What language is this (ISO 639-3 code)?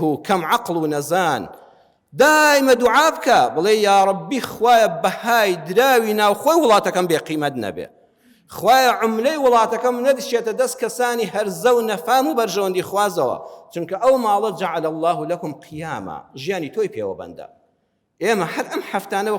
ckb